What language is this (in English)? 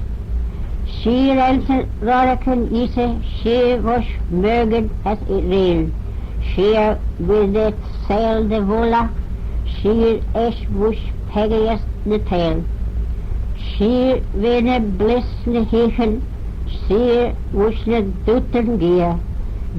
Manx